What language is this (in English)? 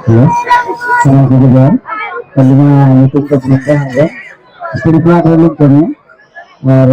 Santali